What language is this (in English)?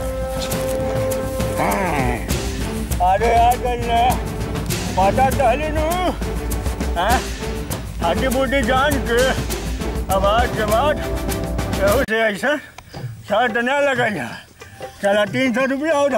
Bhojpuri